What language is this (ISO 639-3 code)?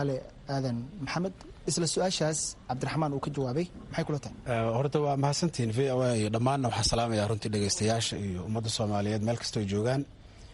som